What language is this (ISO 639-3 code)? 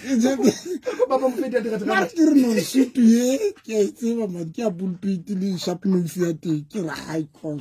sot